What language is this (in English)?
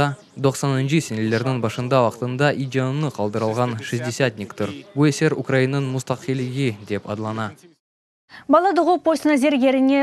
Crimean Tatar